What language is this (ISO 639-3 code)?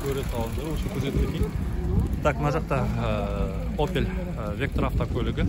kaz